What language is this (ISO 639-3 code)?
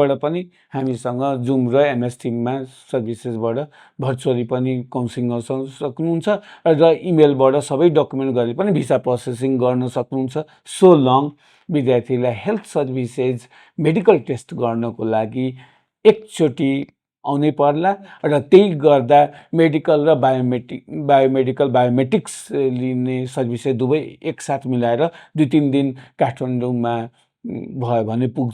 nep